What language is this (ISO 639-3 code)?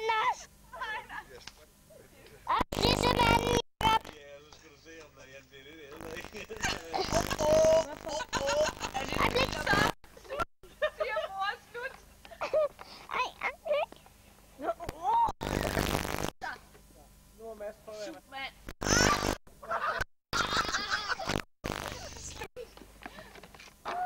dan